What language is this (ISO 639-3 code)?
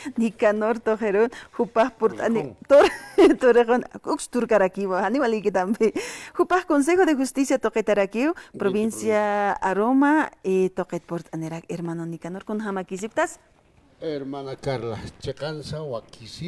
aym